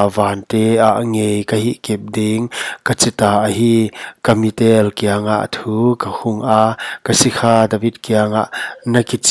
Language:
Paite Chin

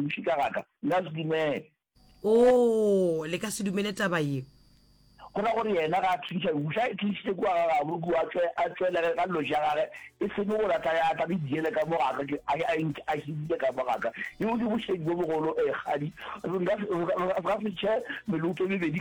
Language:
Northern Sotho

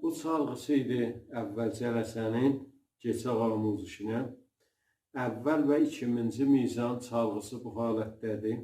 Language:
South Azerbaijani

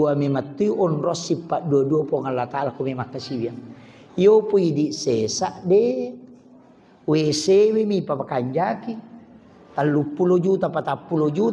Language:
Buginese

